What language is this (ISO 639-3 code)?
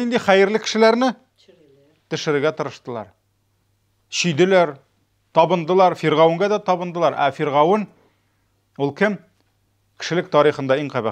tat